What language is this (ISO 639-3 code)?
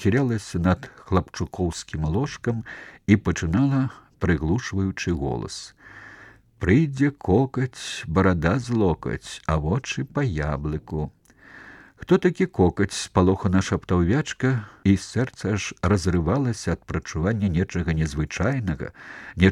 bel